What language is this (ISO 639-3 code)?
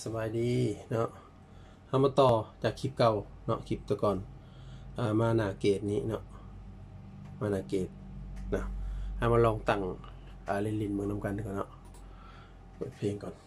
lao